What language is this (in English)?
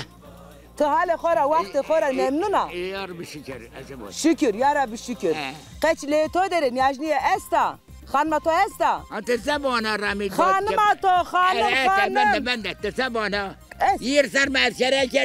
Zaza